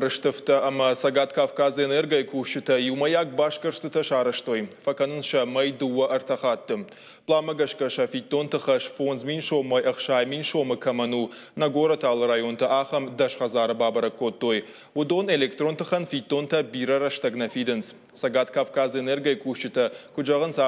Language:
Ossetic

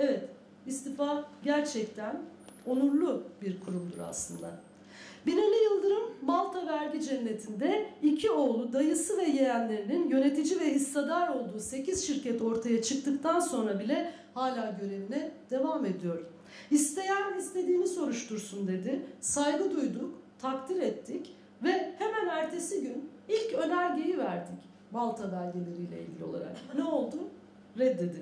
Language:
Turkish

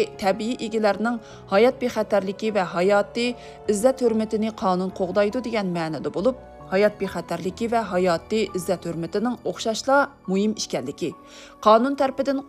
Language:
Uyghur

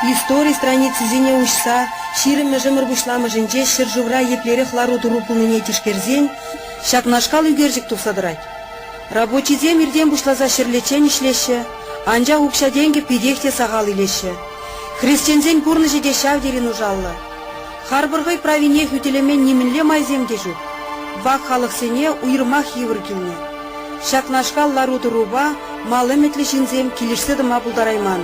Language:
Chuvash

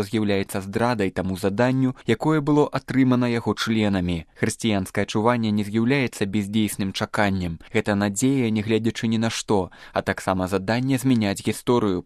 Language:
Belarusian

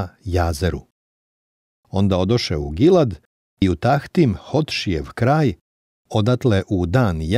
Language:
Serbian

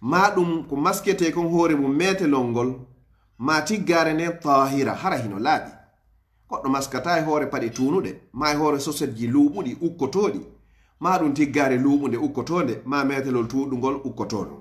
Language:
Pular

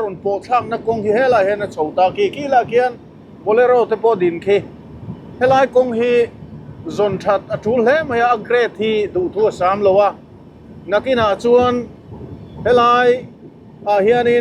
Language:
Mizo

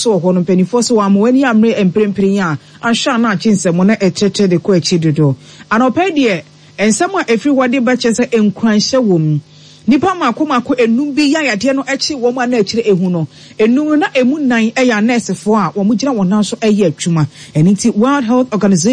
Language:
Akan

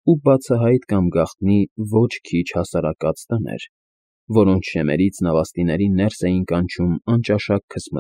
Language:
Armenian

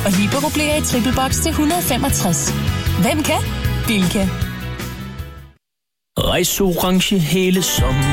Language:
Danish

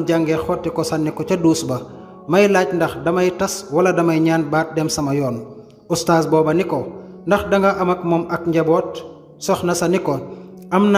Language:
Wolof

